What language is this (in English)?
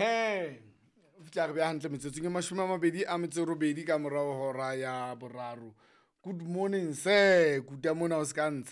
Southern Sotho